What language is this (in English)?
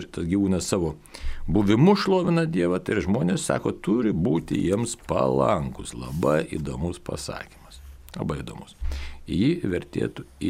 Lithuanian